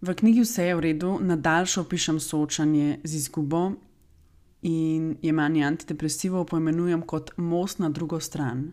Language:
Slovenian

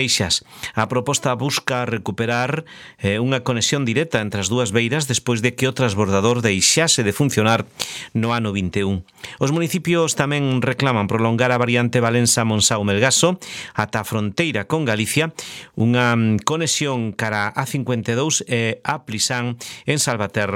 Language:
Galician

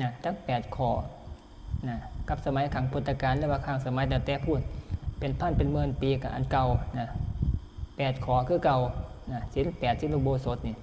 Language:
Northeastern Thai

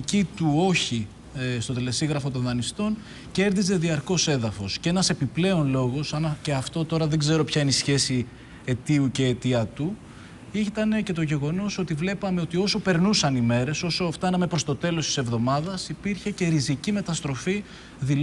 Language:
Greek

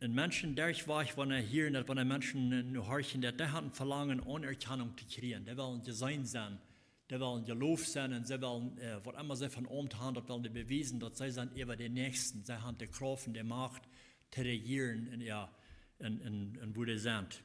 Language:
Plautdietsch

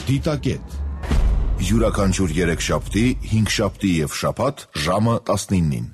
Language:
Armenian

